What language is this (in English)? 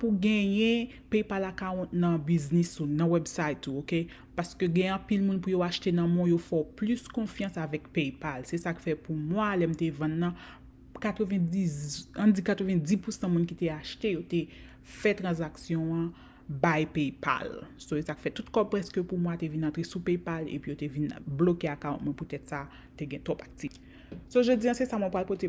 Haitian Creole